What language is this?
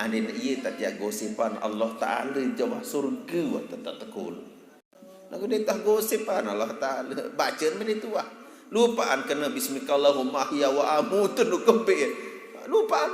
Sasak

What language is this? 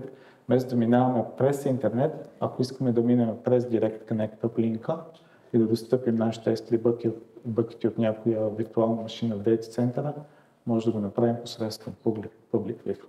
Bulgarian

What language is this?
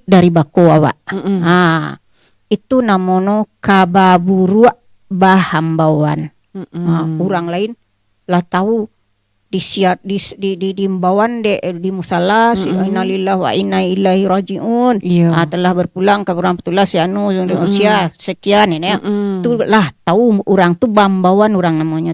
Minangkabau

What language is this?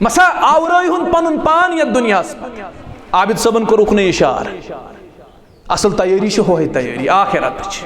Kashmiri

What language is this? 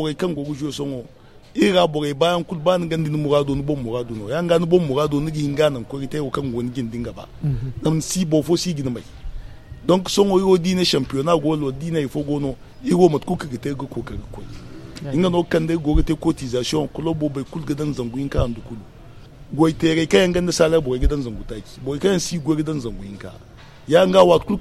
Zarma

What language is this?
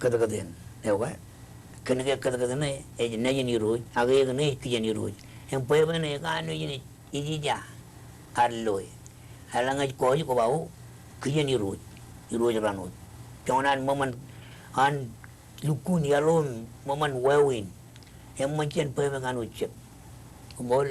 Marshallese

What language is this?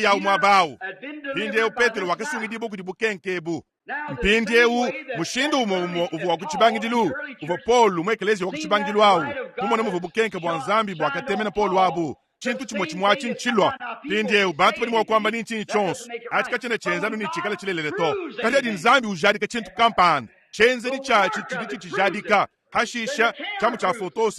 Luba-Lulua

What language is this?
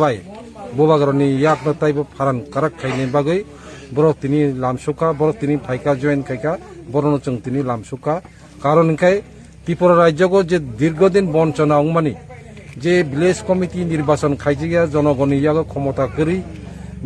Kok Borok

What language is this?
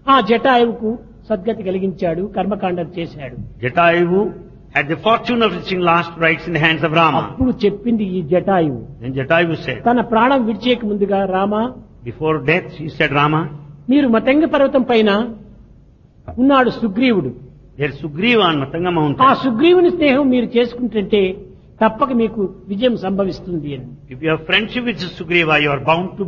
Telugu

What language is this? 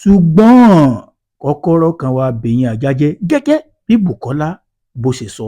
Yoruba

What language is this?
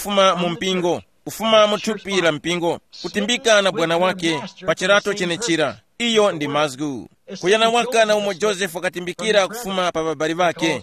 Tumbuka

